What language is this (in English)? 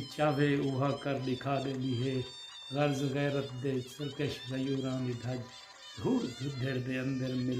Saraiki